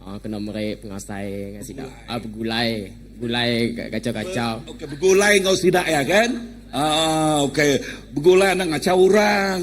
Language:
Iban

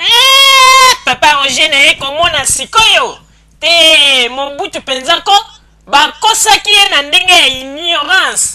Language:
Lingala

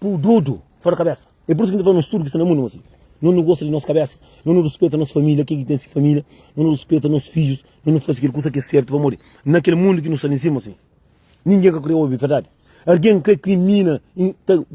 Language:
Kabuverdianu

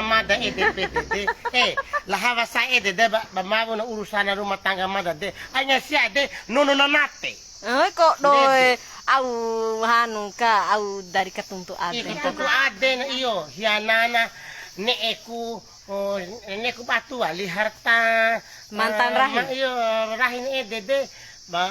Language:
Bima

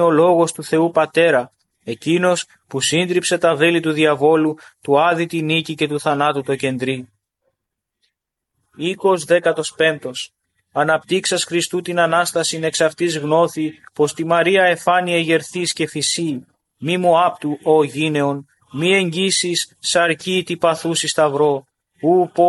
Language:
Greek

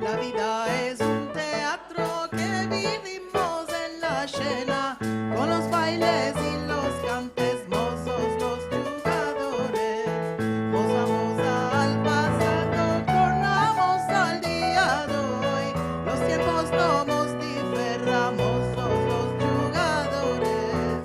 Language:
Ladino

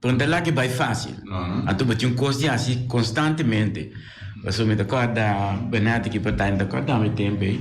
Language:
Papiamento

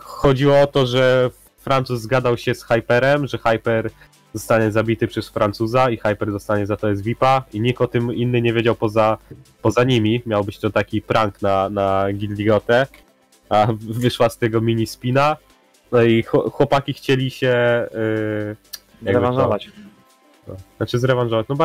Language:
Polish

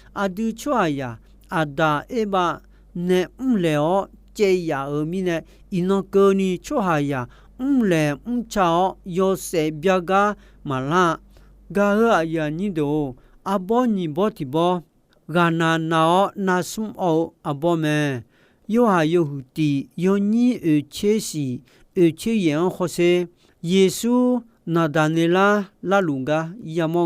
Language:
Akha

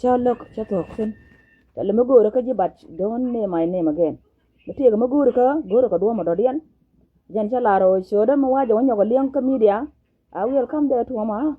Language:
Nuer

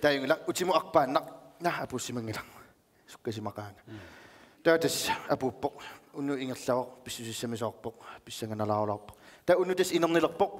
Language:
Kalaallisut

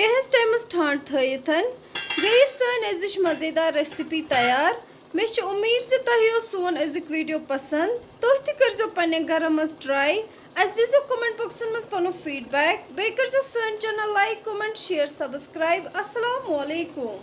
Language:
Kashmiri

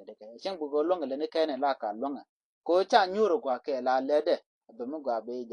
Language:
Nuer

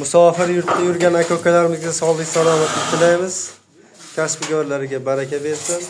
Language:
Uzbek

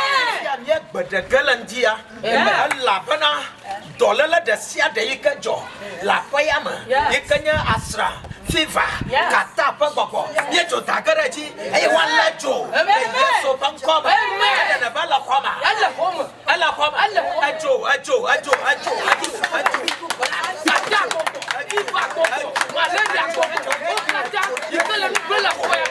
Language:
Ewe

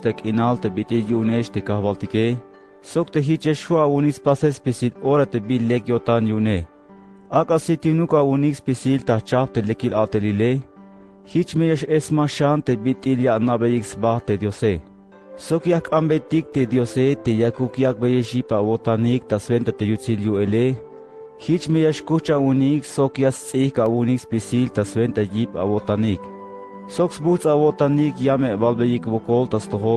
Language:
Tzeltal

